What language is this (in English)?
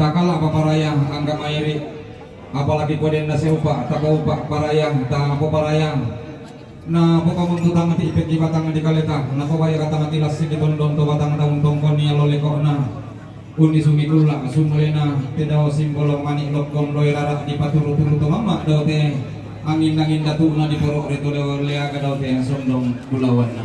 Toraja-Sa'dan